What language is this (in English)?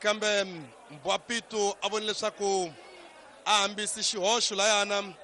Tsonga